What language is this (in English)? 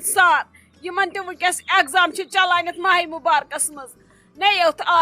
Kashmiri